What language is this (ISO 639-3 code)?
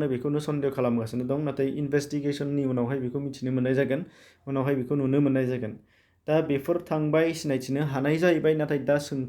brx